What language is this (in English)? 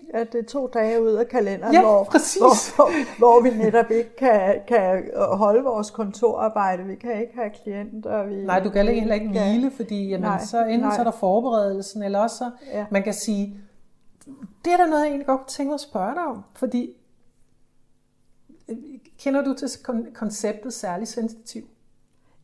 Danish